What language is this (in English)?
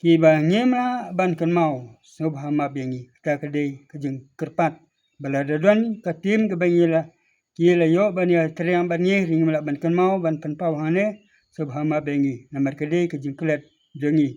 Khasi